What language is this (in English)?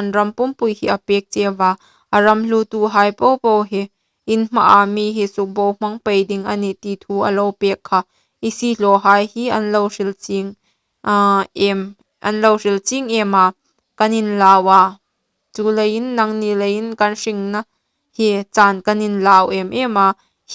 Hmar